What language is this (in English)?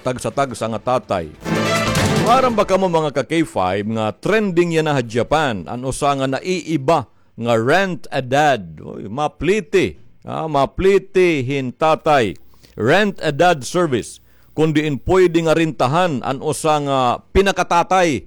Waray